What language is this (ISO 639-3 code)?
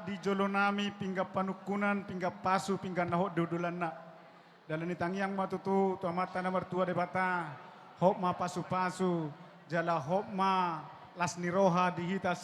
bbc